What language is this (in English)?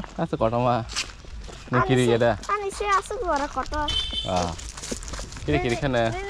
Kok Borok